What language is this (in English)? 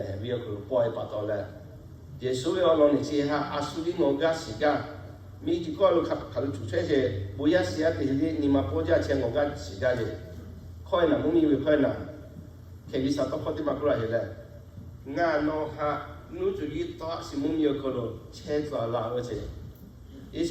Lahu